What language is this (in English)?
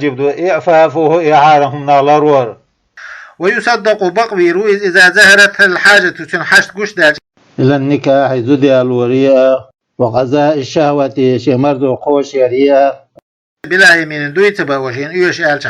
Chechen